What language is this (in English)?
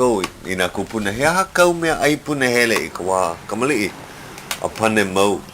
Hawaiian